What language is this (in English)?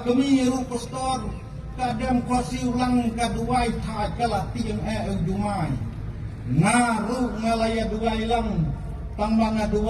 Khasi